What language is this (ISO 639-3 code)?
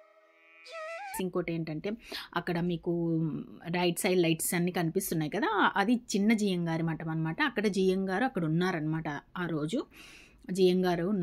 tel